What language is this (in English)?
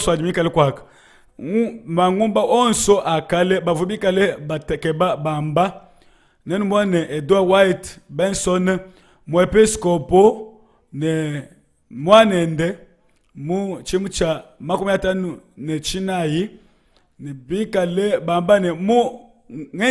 Luba-Lulua